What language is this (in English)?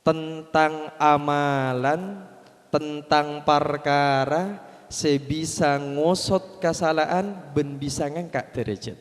Madurese